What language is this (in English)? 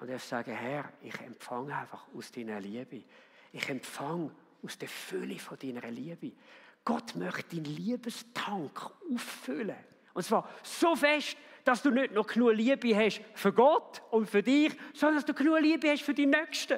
Swiss German